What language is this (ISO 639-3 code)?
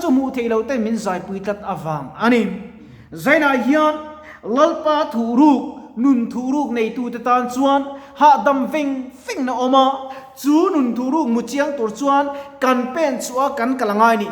lus